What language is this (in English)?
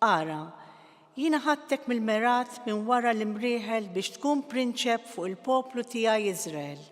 Maltese